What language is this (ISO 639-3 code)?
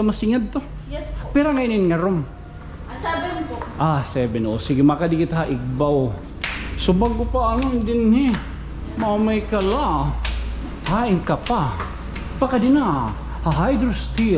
war